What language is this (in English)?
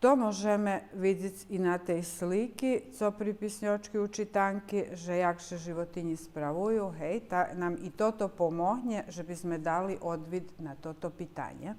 Rusyn